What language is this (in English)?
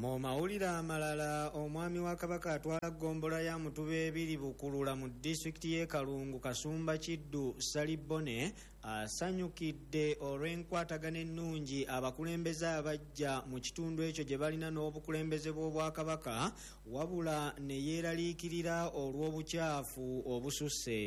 Ganda